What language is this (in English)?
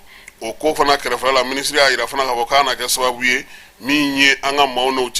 Bambara